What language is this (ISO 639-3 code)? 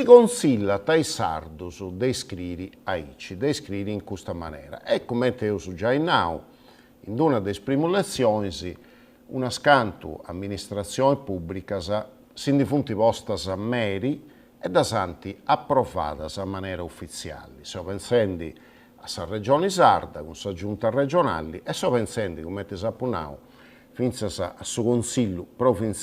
srd